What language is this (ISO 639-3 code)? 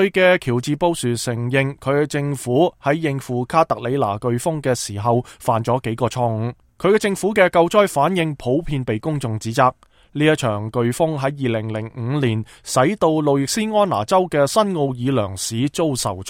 yue